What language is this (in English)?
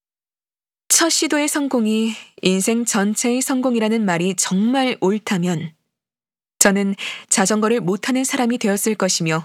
Korean